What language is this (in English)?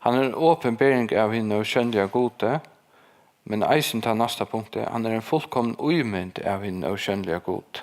Faroese